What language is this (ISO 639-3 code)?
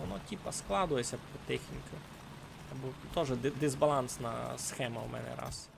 rue